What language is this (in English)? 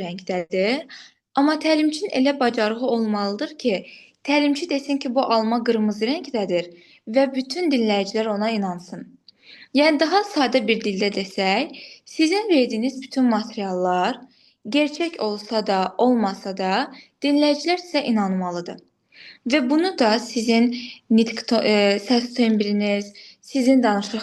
Azerbaijani